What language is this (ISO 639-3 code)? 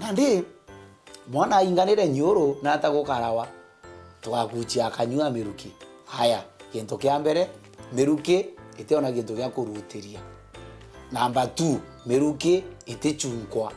mer